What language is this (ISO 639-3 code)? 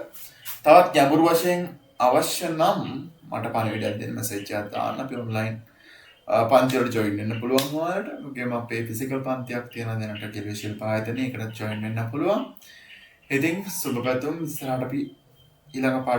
sin